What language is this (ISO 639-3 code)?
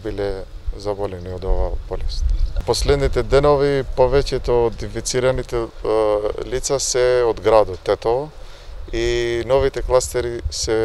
mkd